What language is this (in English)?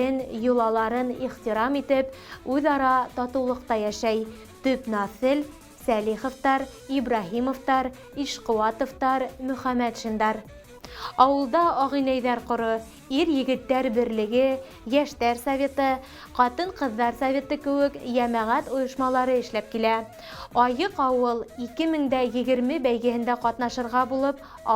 Bashkir